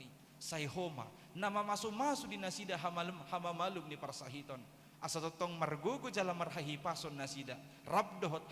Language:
Batak Toba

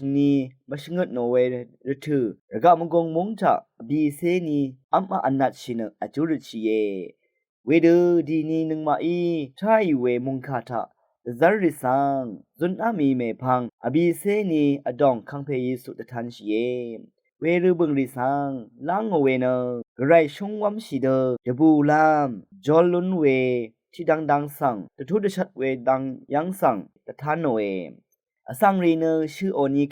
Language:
Rawang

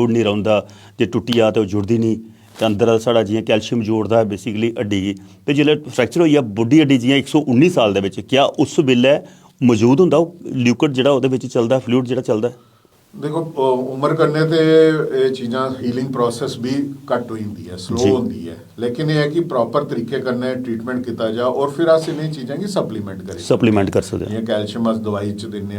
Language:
Dogri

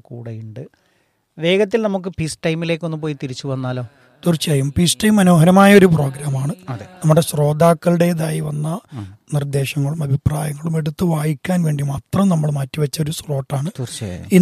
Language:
Malayalam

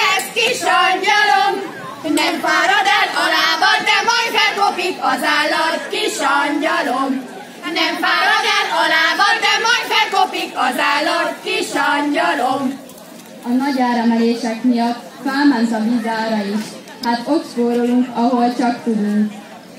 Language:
Hungarian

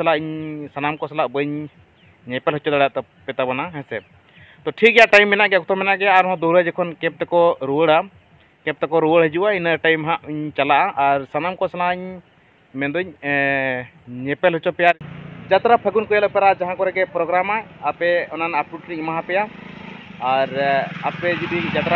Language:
Santali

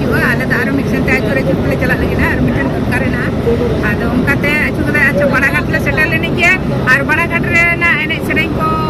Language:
Santali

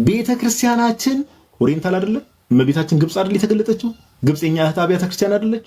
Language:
Amharic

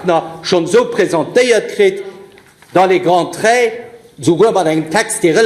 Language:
Luxembourgish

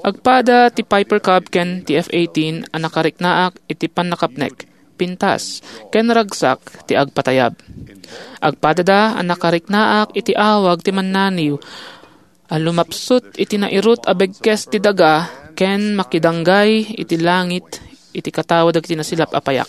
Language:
Iloko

